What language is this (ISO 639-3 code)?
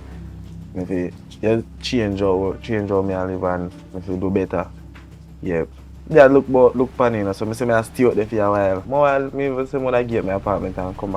jam